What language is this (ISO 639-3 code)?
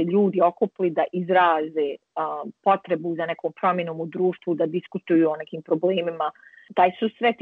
bos